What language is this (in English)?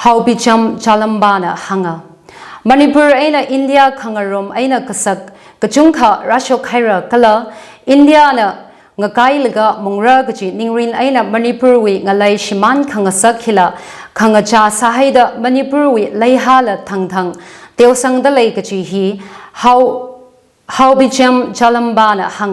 Tangkhul Naga (India)